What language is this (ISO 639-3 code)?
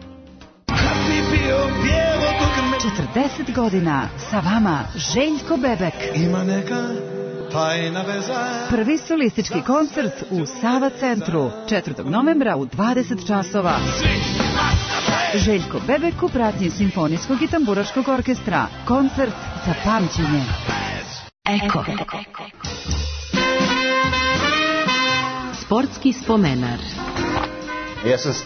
srp